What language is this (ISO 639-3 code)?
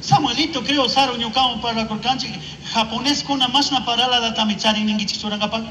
qug